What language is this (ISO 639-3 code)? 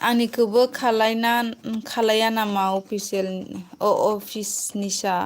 brx